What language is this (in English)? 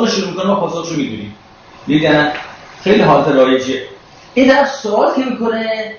Persian